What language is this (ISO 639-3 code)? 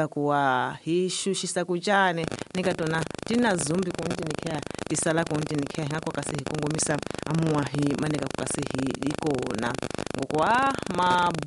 tso